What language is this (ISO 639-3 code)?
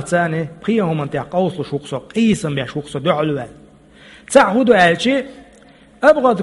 che